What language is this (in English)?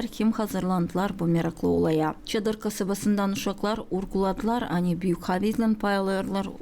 Gagauz